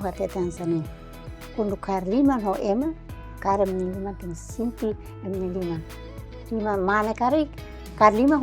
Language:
Tetum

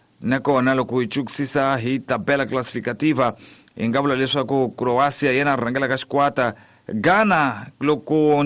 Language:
Tsonga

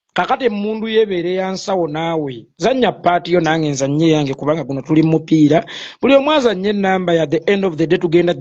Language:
Ganda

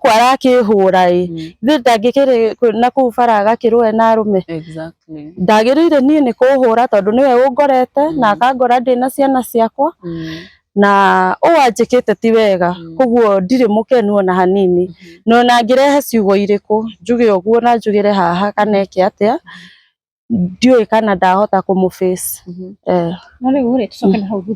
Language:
Kikuyu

